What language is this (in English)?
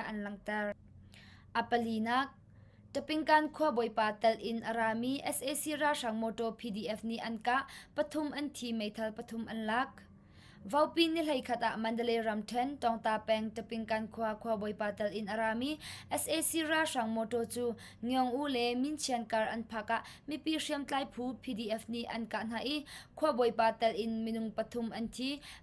Hakha Chin